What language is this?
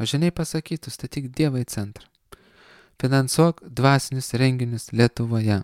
Lithuanian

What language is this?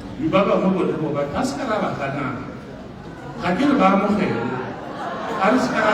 Tswana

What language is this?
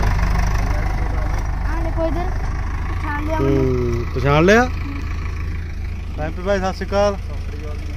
Punjabi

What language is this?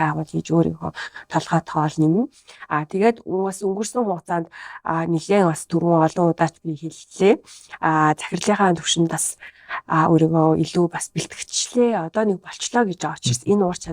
Mongolian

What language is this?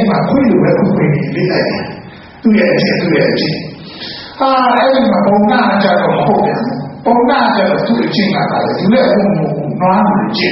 Burmese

